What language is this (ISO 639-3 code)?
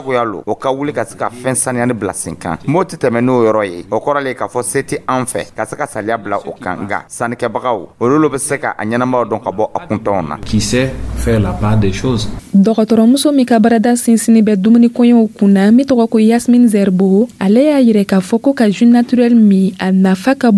dyu